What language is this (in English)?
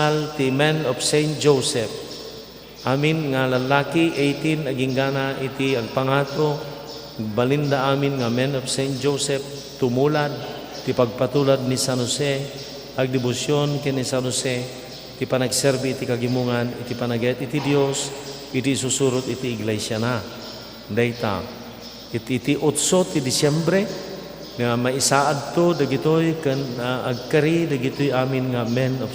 Iloko